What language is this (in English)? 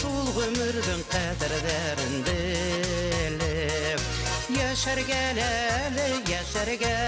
Bashkir